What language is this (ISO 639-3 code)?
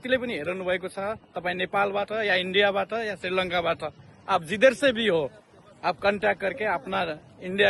nep